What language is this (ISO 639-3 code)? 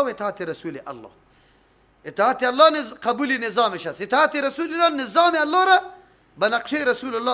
fas